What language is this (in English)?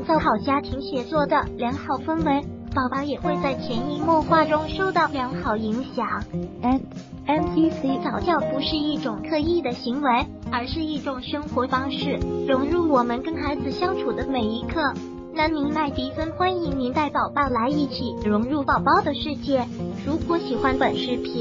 Chinese